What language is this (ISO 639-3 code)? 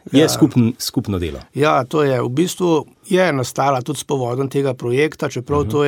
slv